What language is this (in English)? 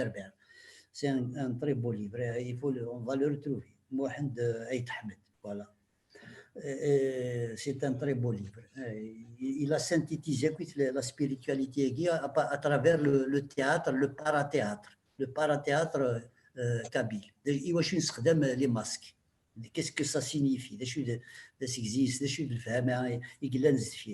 Kabyle